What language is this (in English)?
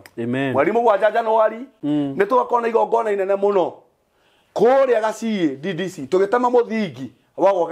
Kikuyu